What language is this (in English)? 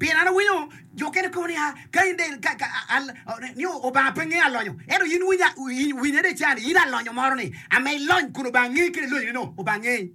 Acoli